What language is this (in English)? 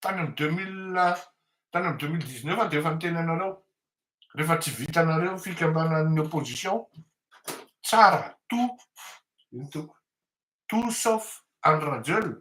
Malagasy